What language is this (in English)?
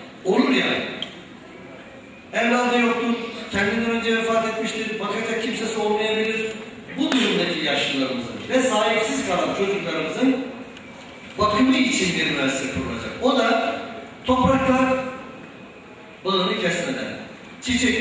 Turkish